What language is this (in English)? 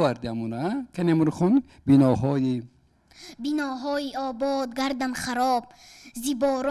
Tajik